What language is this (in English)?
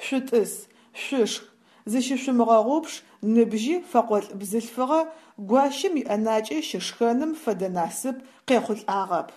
Adyghe